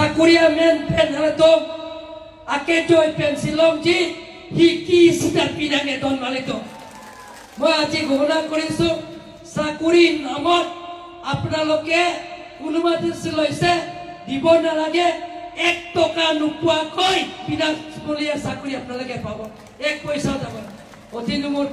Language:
Karbi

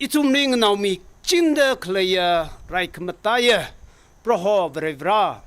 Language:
Tangkhul Naga (India)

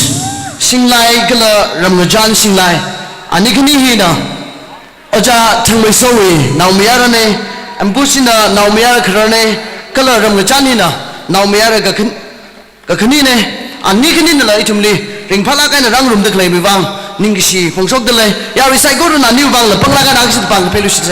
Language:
Tangkhul Naga (India)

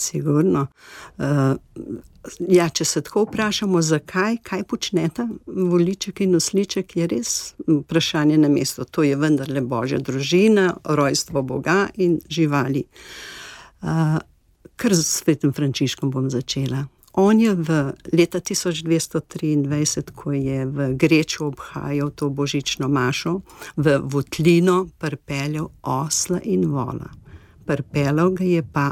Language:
Slovenian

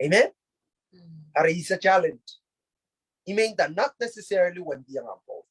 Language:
Pohnpeian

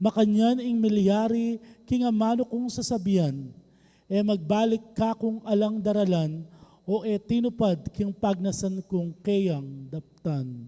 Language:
Pampanga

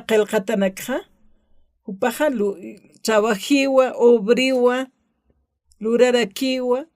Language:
Aymara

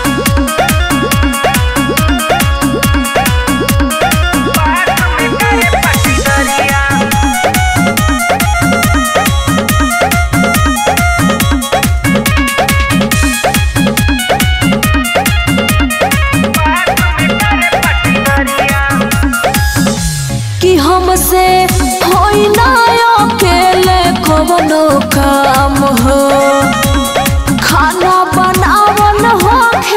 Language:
Bhojpuri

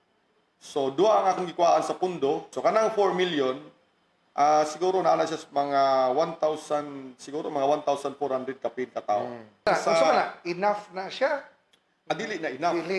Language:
Cebuano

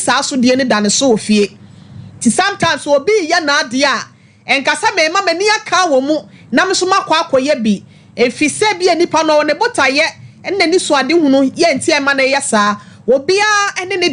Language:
Akan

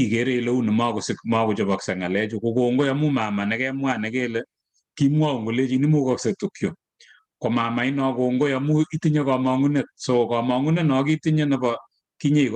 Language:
Kalenjin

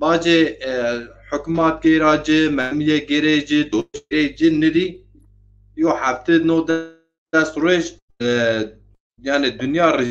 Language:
Zaza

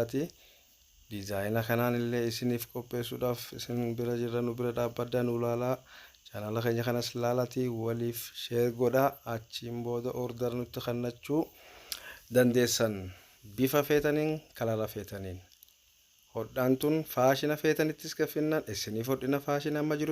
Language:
Oromo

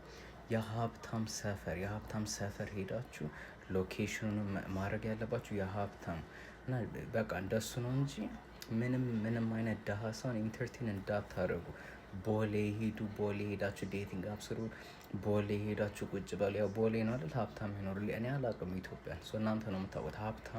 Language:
Amharic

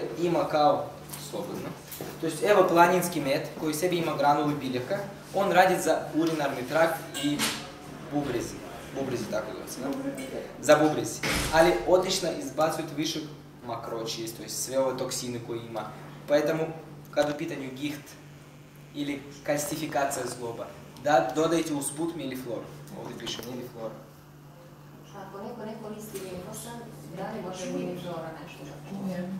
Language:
Serbian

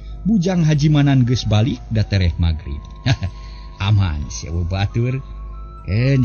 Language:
Sundanese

